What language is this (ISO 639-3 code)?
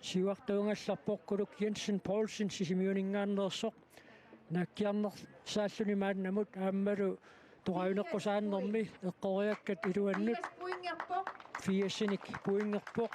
kal